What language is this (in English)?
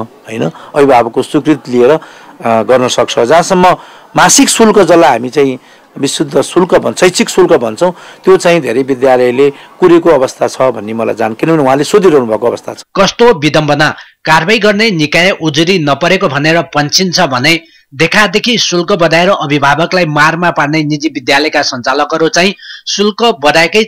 Nepali